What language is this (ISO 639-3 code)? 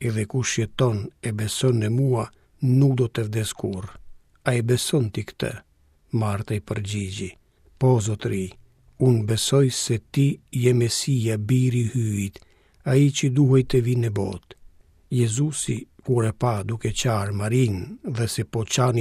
sqi